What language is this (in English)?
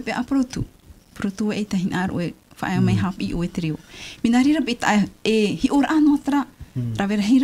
Tahitian